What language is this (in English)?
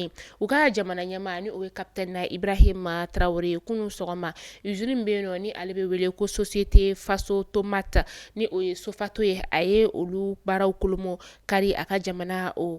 Bambara